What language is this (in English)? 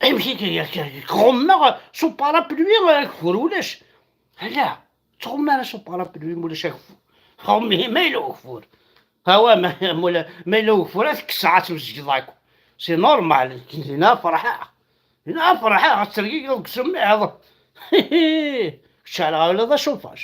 Kabyle